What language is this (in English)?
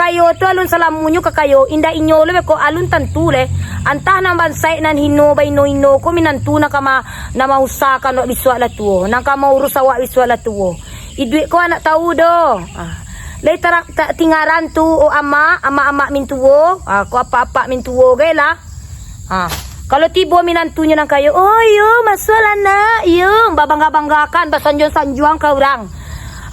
Minangkabau